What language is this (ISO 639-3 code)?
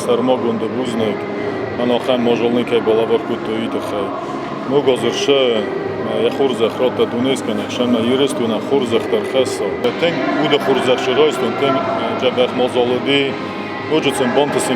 oss